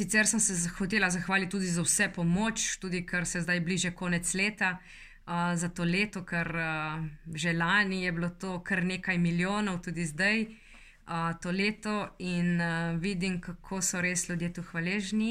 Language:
Slovenian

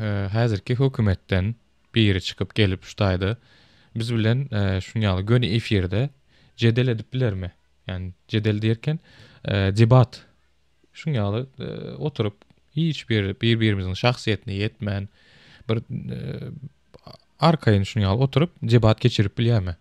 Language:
Turkmen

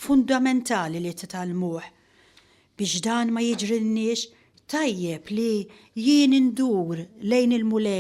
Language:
Maltese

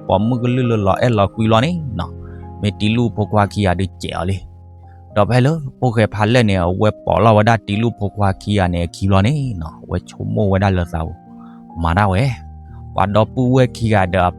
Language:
S'gaw Karen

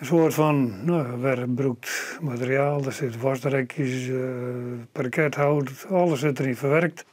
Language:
Western Frisian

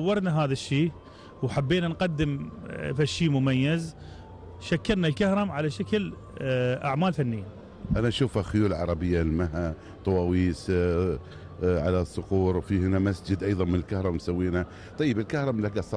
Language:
Gulf Arabic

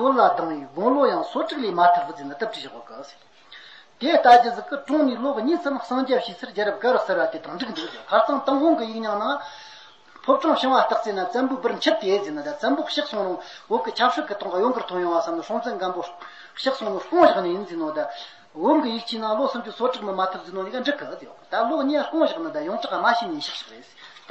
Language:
Tibetan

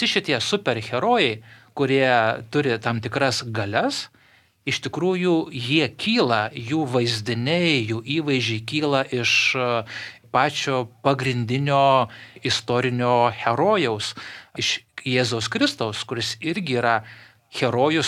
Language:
Lithuanian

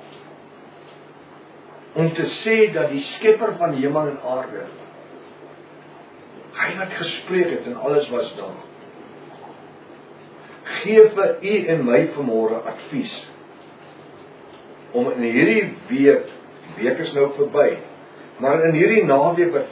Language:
Afrikaans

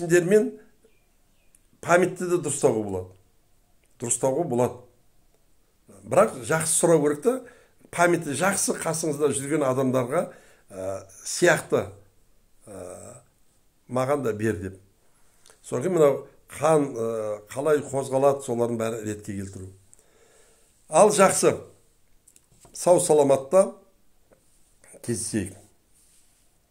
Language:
Kazakh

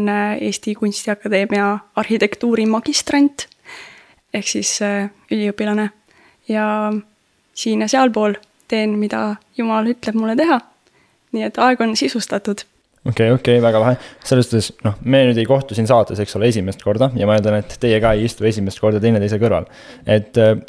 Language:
Estonian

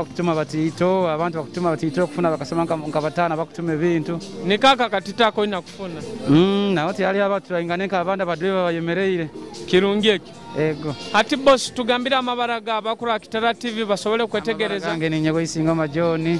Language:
Nyoro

